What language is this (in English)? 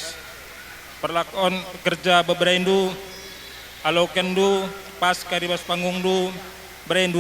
Batak Karo